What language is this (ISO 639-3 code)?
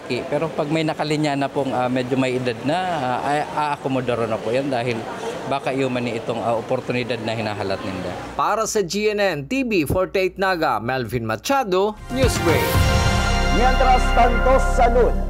bik